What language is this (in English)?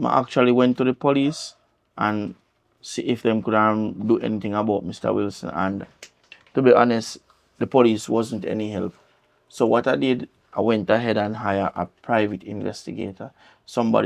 Jamaican Creole English